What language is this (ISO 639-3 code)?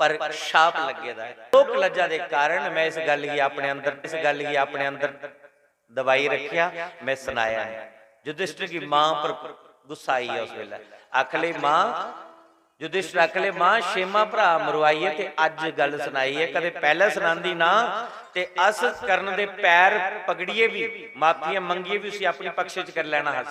doi